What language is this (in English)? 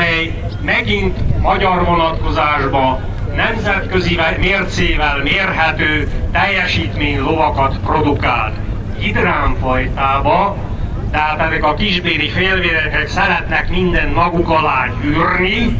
Hungarian